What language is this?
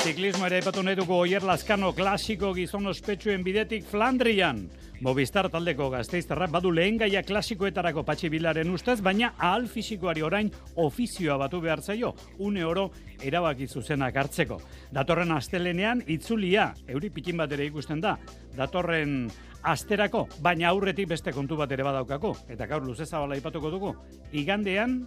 Basque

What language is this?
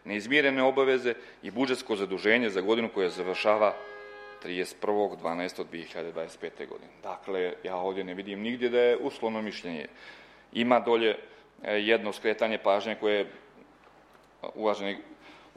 Serbian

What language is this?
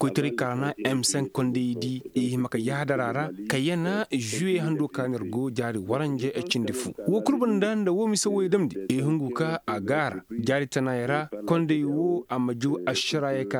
Koyraboro Senni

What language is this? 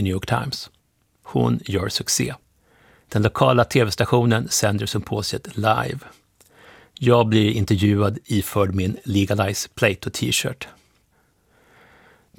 Swedish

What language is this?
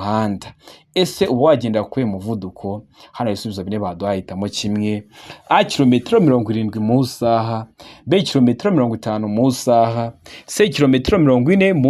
Kinyarwanda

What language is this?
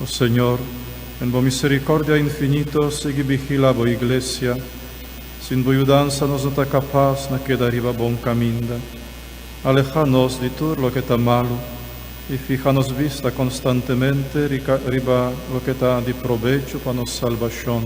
Papiamento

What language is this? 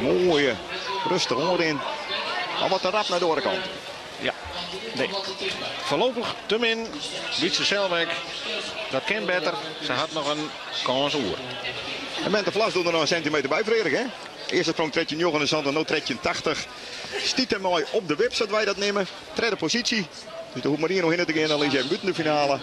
Western Frisian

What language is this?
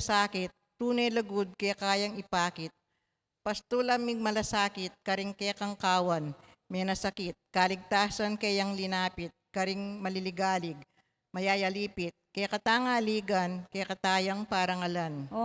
Pampanga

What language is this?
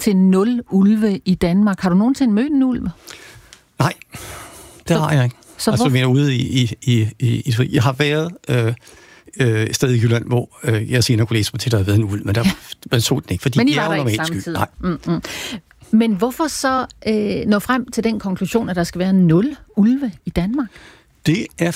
Danish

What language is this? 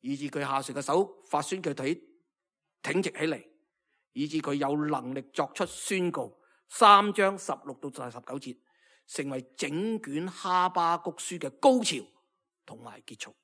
Cantonese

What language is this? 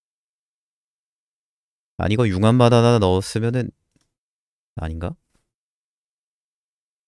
Korean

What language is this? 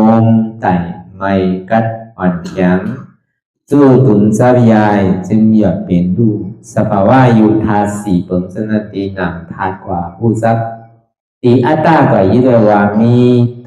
Shan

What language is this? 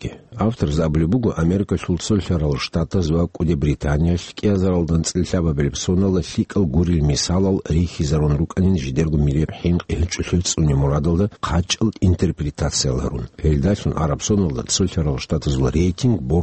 Avaric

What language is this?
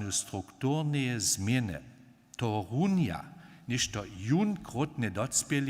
Upper Sorbian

